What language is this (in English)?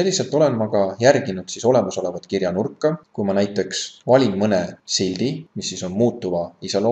Estonian